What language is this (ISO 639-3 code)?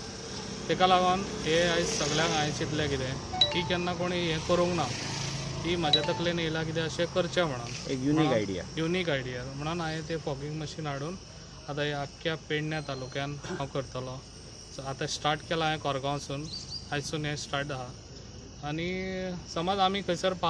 kok